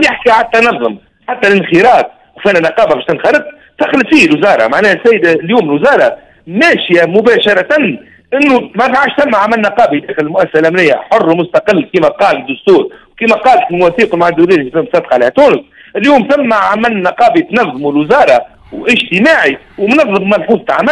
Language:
Tunisian Arabic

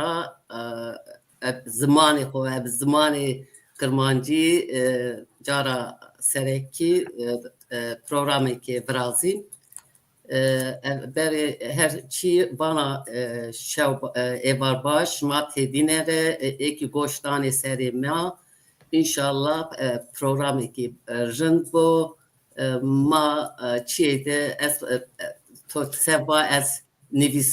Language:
Zaza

